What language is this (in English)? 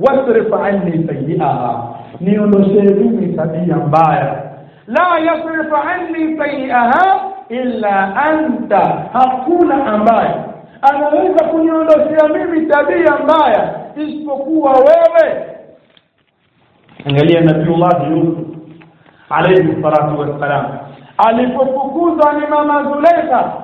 Swahili